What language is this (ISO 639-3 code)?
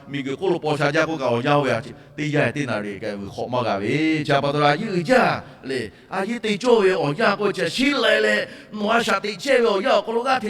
lhu